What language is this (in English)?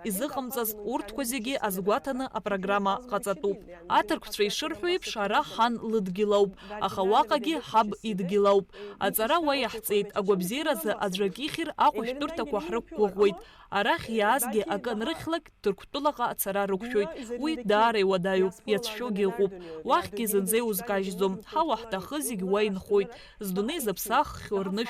Abkhazian